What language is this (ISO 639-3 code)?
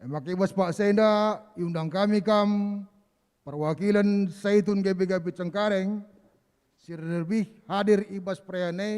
btx